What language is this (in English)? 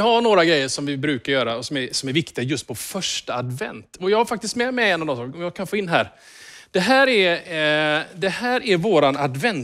Swedish